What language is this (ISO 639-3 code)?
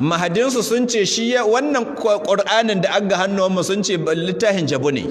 hau